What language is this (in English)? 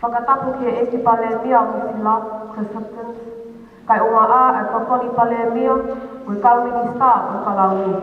Tongan